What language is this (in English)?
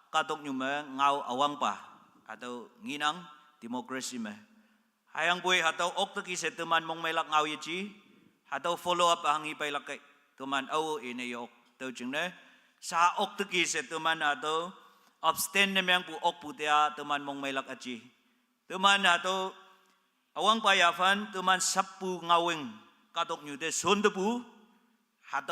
Konyak Naga